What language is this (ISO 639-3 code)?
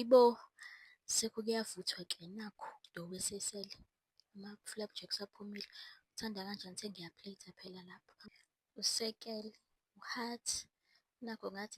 zul